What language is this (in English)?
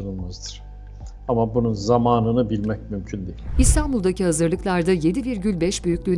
Turkish